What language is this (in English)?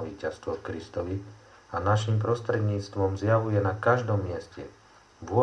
Slovak